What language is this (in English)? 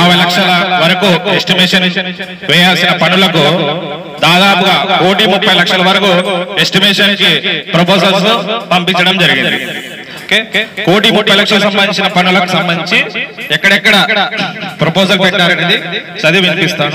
Telugu